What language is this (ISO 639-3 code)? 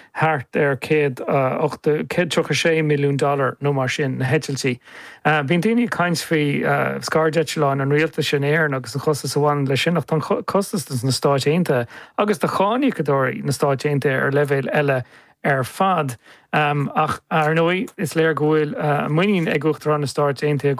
gle